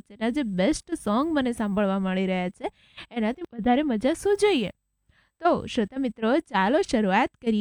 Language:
Gujarati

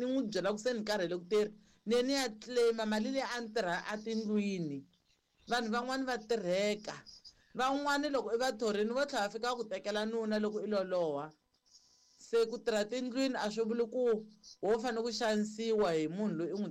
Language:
Tsonga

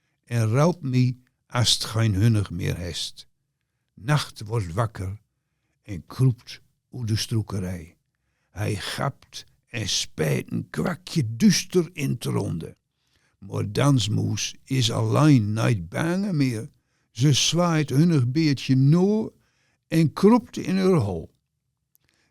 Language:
Gronings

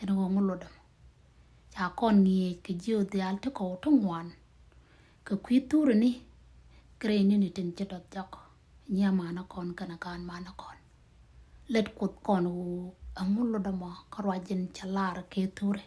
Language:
Nuer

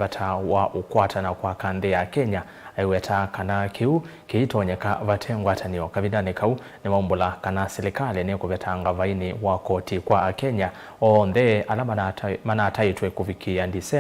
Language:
Kamba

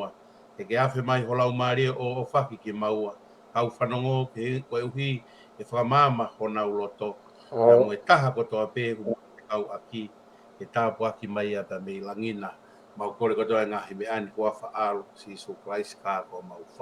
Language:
Tongan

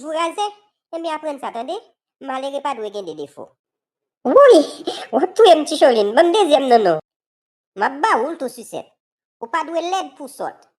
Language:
Haitian Creole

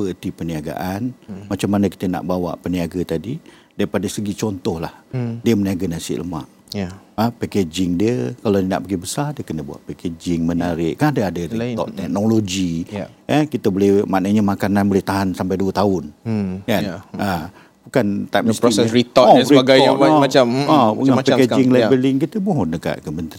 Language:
Malay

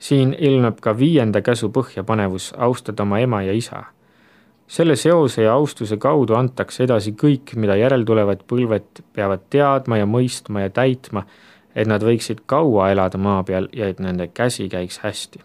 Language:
Estonian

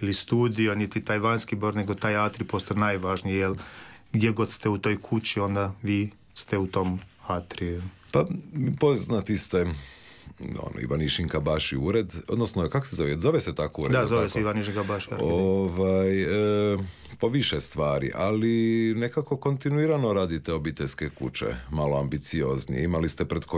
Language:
Croatian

